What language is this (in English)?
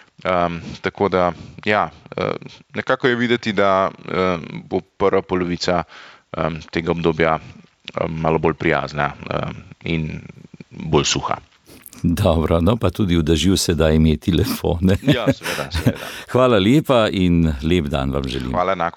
Slovenian